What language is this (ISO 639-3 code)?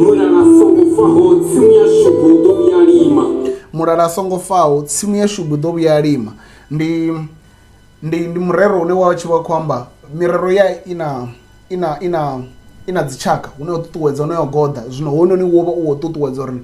ven